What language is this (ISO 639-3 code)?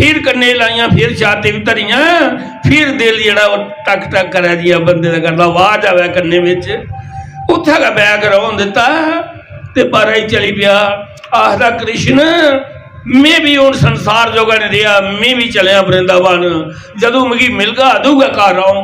doi